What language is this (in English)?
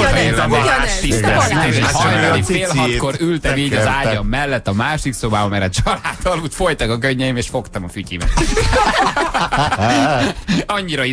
Hungarian